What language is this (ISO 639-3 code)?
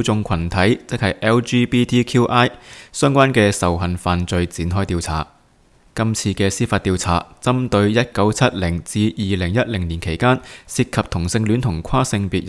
yue